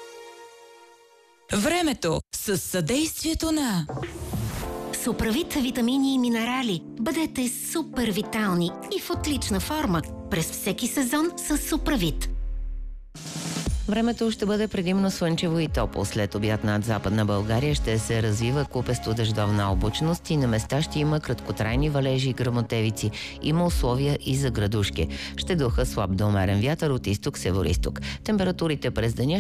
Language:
Bulgarian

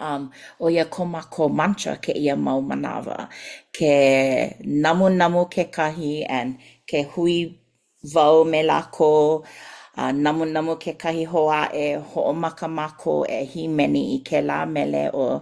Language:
Hawaiian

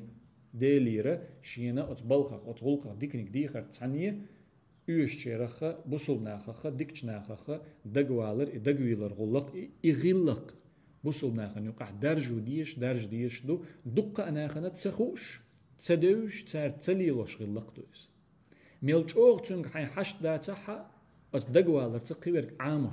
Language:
Chechen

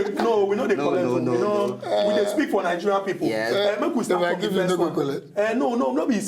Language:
Nigerian Pidgin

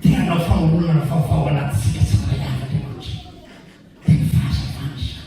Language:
Malagasy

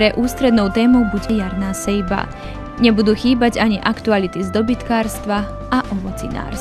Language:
Slovak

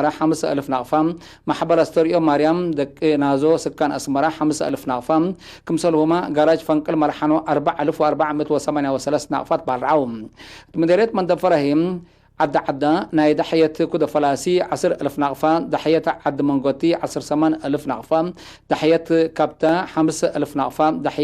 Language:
Tigre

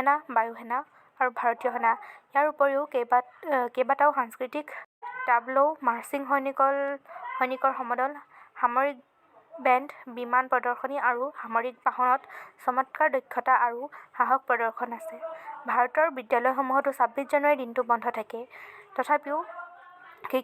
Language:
Assamese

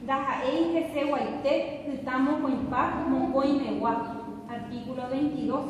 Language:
Guarani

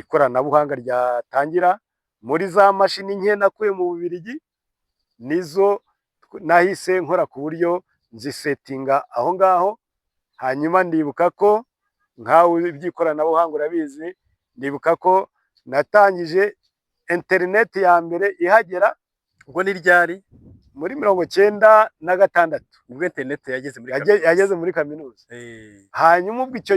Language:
Kinyarwanda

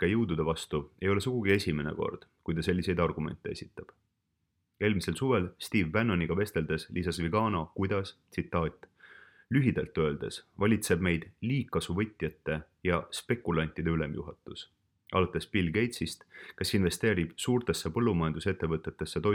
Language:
Estonian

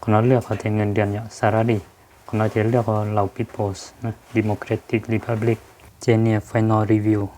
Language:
Hmong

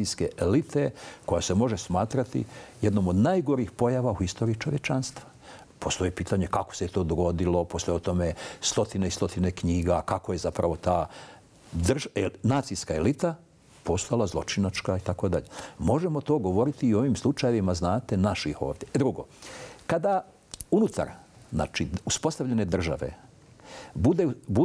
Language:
Bosnian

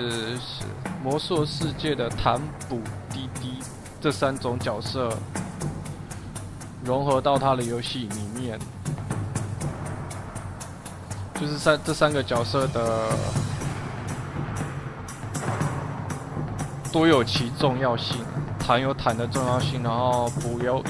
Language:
Chinese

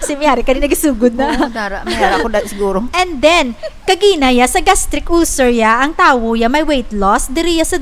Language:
Hiligaynon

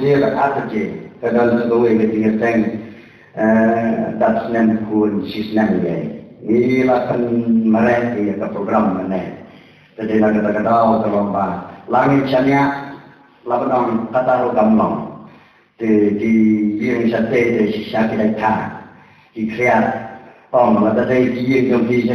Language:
Khasi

